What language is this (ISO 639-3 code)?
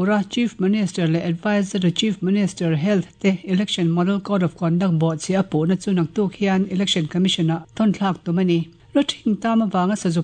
lus